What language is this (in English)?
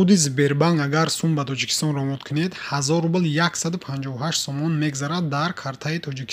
Tajik